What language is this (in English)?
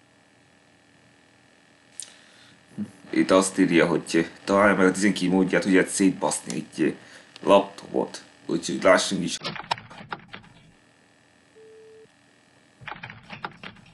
Hungarian